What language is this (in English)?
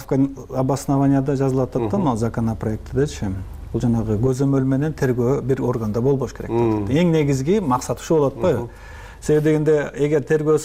Kyrgyz